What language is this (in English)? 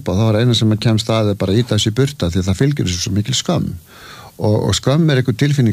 Icelandic